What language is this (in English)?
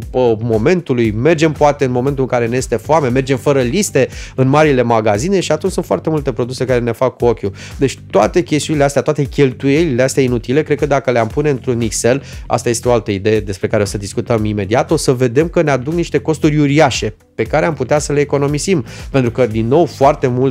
Romanian